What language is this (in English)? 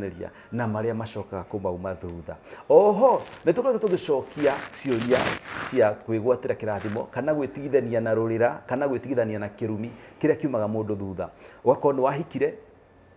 Kikuyu